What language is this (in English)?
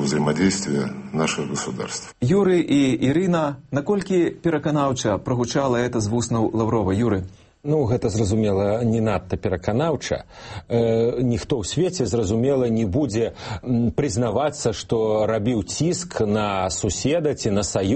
Belarusian